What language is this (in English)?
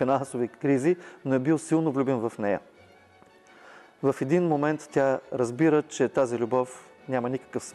Bulgarian